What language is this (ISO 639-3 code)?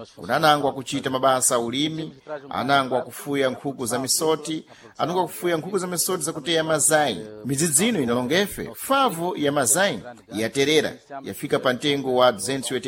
seh